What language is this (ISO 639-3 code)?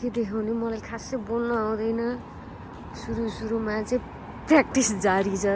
nep